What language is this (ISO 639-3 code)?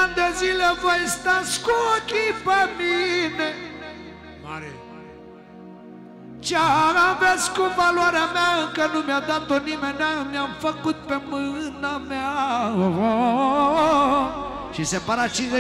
ron